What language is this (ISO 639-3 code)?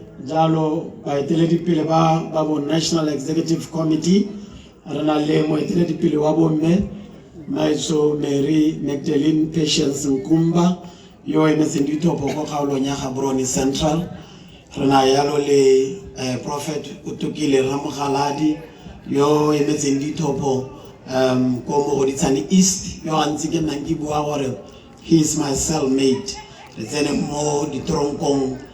tsn